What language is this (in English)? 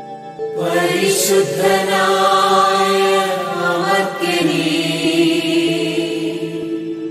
Malayalam